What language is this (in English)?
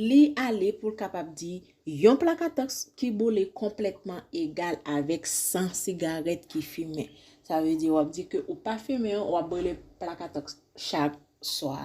Haitian Creole